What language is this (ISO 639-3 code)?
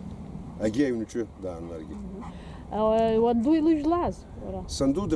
abk